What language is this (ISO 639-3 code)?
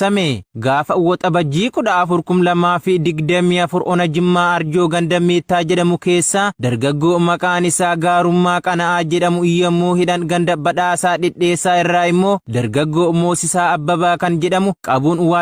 orm